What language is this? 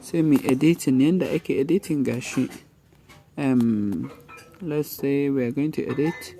Hausa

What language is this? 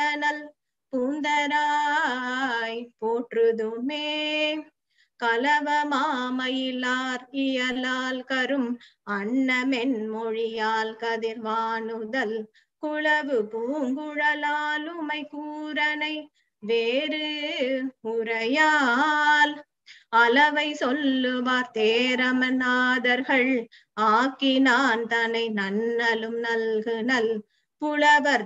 Tamil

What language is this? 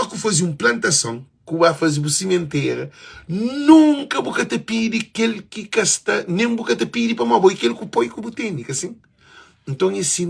Kabuverdianu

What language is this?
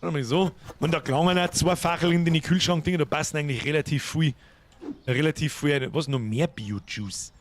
Bavarian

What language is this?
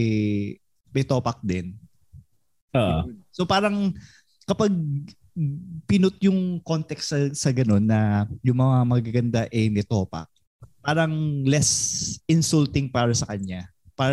Filipino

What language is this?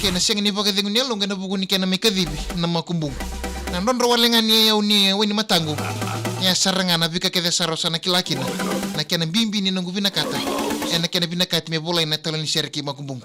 Fijian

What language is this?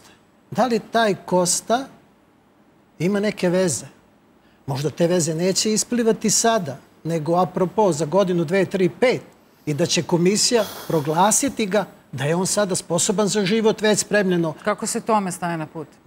Serbian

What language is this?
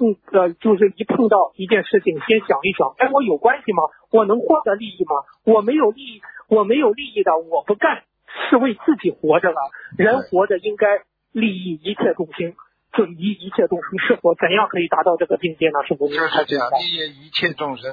Chinese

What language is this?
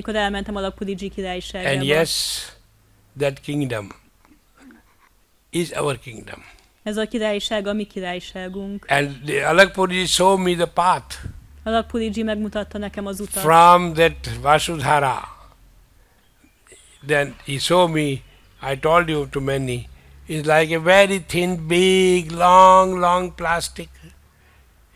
Hungarian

